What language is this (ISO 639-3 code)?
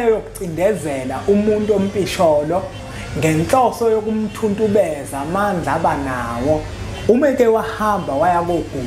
zul